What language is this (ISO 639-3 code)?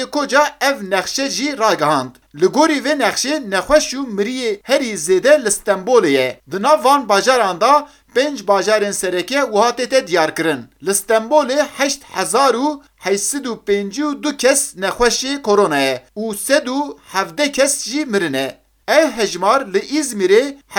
kur